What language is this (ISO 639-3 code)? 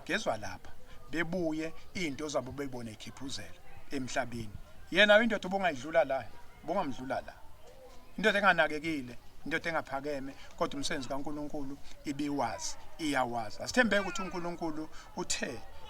zul